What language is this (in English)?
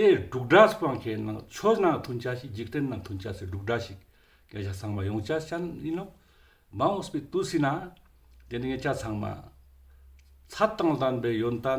Ladakhi